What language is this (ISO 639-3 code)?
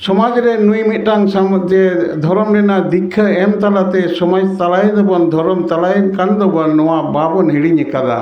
sat